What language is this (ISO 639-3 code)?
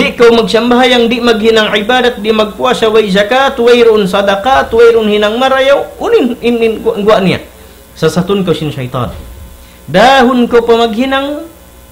tsg